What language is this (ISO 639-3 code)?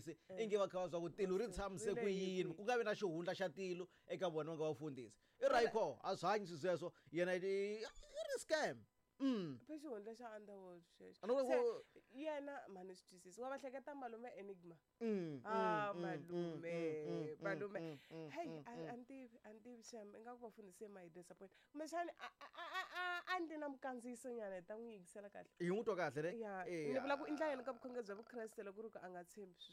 tso